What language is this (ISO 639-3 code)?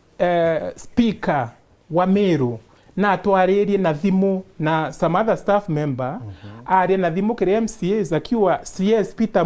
mer